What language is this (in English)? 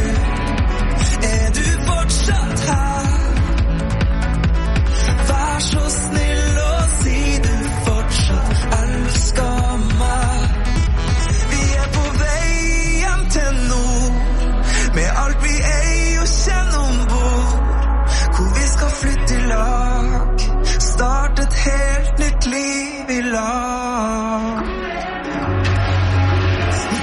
Norwegian